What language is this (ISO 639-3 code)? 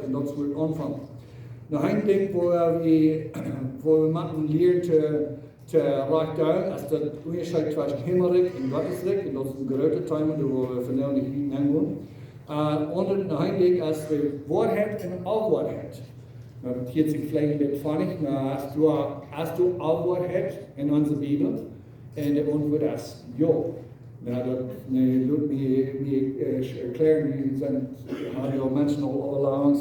pdt